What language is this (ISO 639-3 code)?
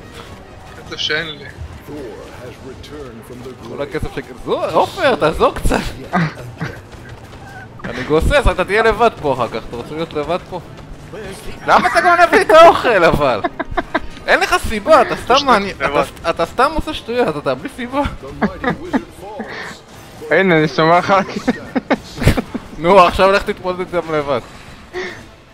heb